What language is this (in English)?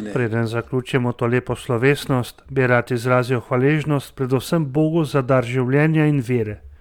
Slovenian